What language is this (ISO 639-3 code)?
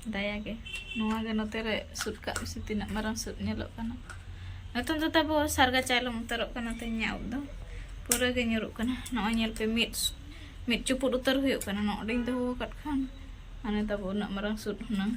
sat